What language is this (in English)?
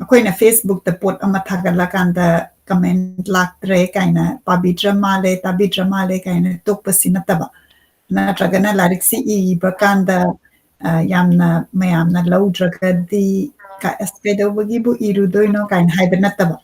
Manipuri